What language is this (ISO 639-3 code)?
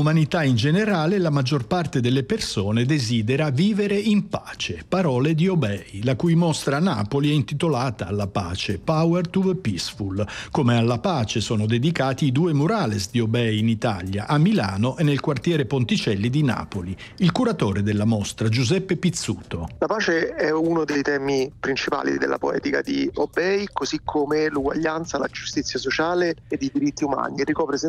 ita